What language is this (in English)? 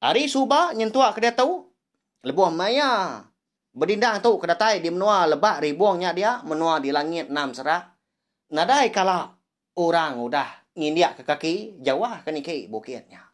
Iban